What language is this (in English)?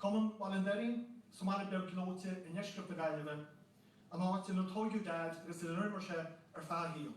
Irish